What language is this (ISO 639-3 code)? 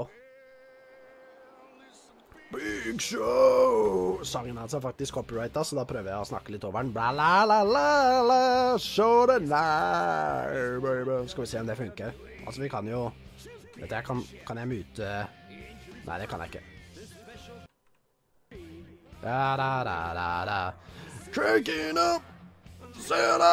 nor